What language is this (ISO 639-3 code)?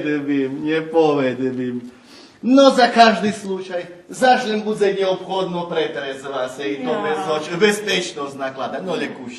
rue